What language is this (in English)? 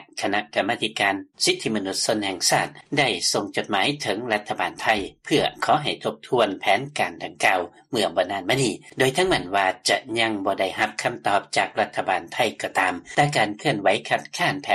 Lao